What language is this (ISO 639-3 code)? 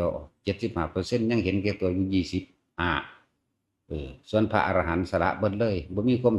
tts